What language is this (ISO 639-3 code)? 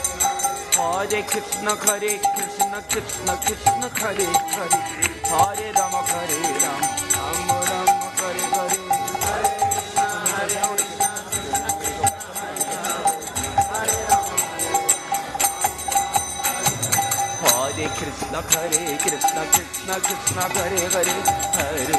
hin